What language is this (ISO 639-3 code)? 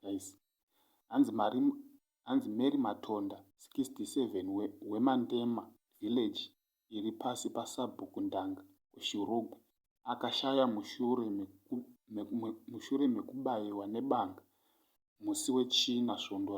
sna